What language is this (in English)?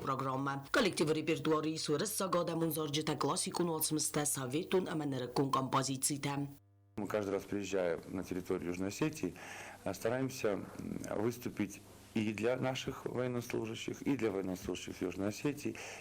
Ossetic